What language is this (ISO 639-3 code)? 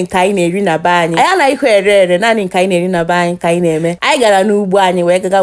ibo